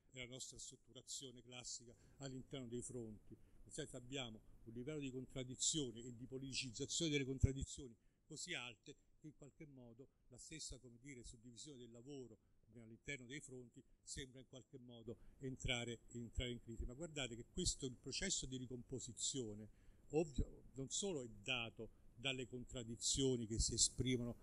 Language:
Italian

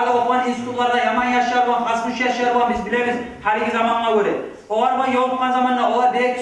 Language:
Kumyk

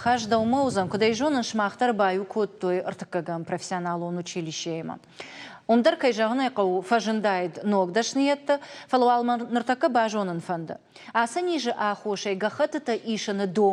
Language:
Ossetic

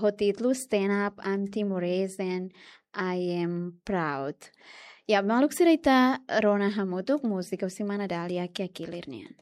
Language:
Tetum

